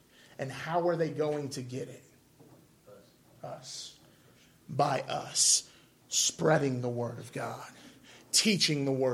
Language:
English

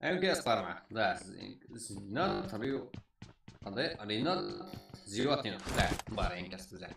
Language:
Kara-Kalpak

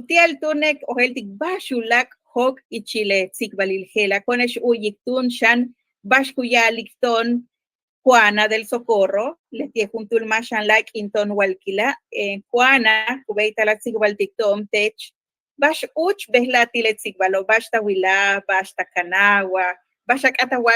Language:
Yucateco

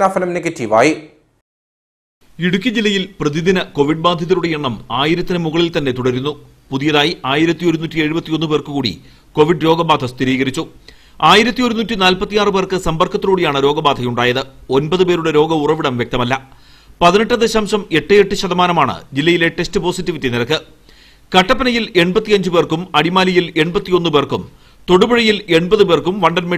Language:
Malayalam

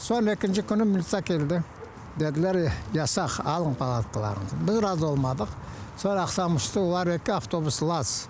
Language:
Crimean Tatar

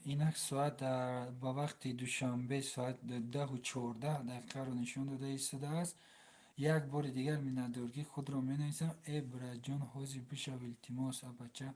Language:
Tajik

